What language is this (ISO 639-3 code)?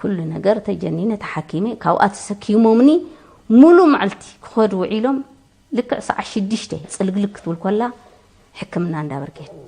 tir